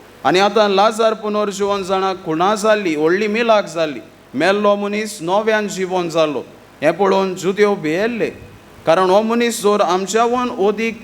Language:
Konkani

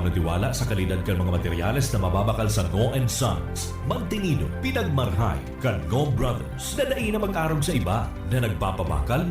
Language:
Bikol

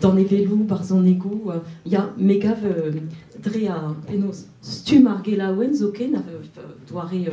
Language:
Breton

